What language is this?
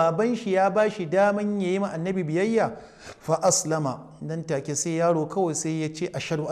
Hausa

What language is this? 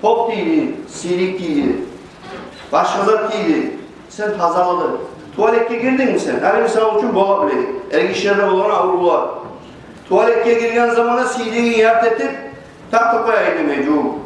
Kumyk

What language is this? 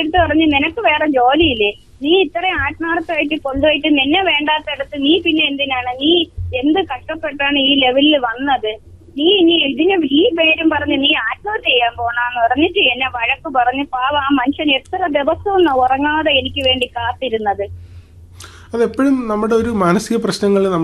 Malayalam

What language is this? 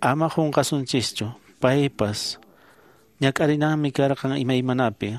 Quechua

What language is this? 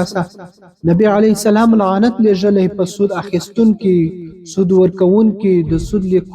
Pashto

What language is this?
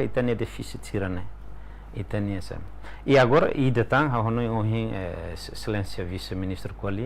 Tetum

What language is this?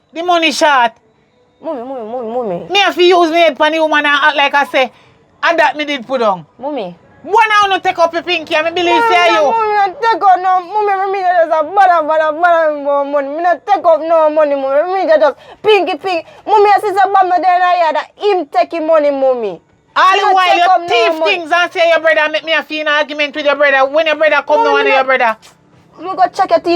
Jamaican Creole English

